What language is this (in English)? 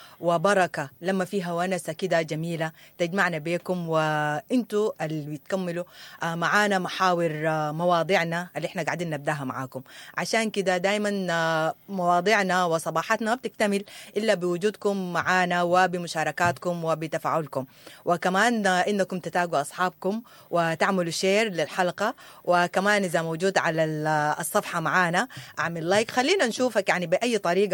Sudanese Arabic